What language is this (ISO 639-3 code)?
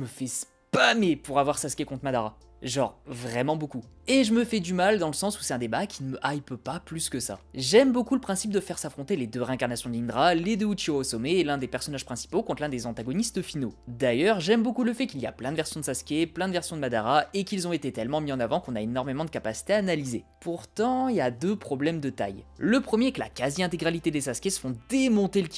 fra